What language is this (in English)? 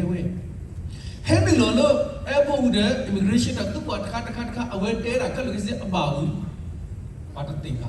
S'gaw Karen